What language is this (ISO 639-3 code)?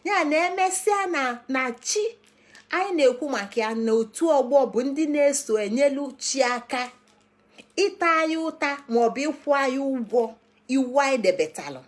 ibo